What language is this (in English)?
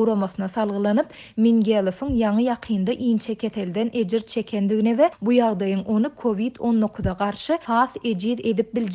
Turkmen